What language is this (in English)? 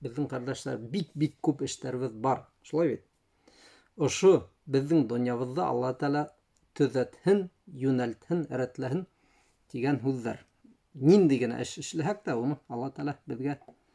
Bashkir